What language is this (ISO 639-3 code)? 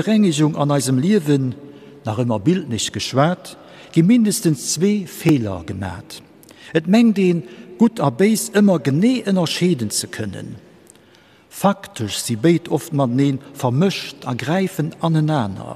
ltz